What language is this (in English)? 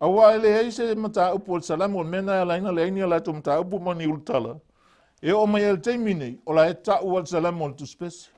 Samoan